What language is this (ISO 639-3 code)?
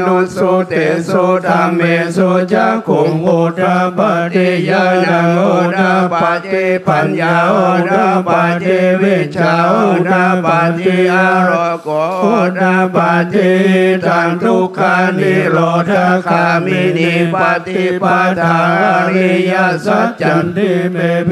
pli